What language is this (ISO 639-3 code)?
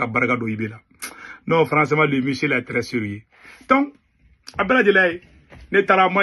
bam